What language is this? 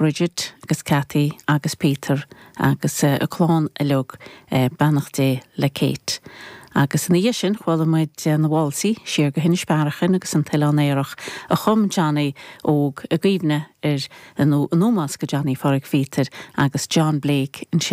Irish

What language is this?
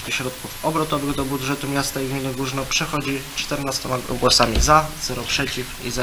Polish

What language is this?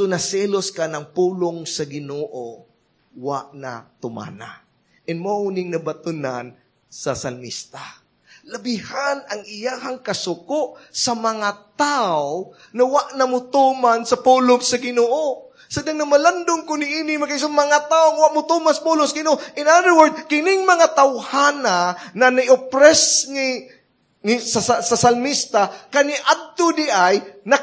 Cebuano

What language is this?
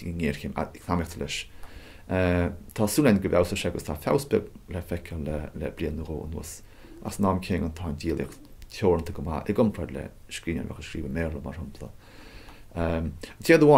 Irish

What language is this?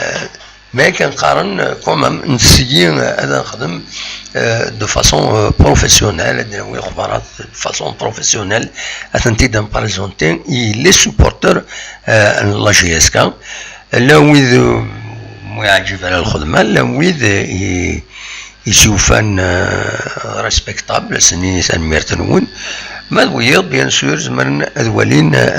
Kabyle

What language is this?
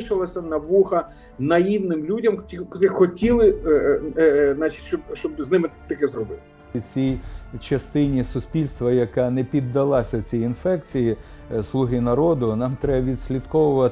Ukrainian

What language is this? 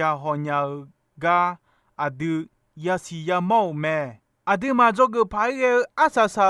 Akha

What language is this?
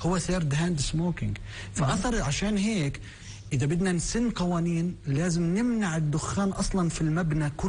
North Levantine Arabic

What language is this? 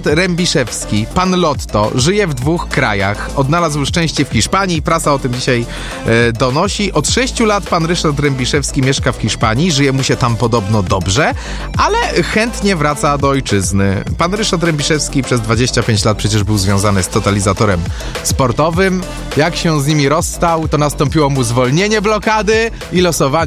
Polish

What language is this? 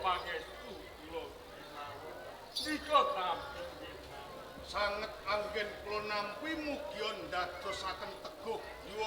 Javanese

